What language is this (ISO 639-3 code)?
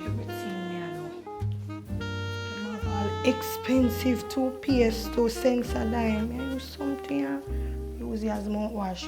jam